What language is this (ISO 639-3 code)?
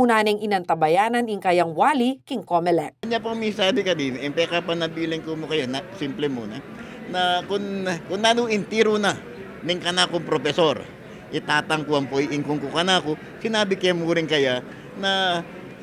pam